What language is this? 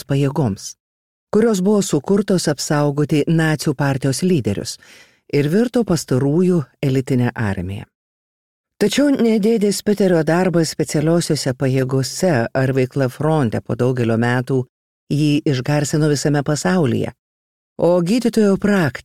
Lithuanian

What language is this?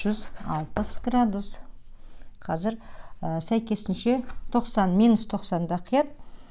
Kazakh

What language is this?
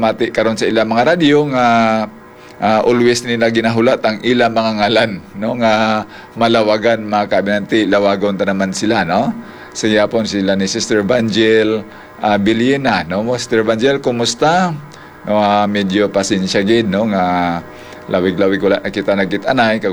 Hiligaynon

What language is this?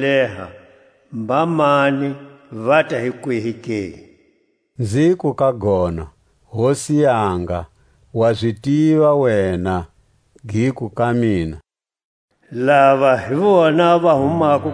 Tswa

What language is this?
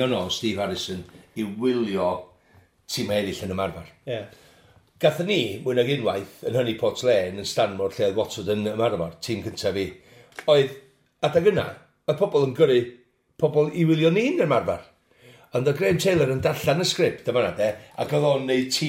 Welsh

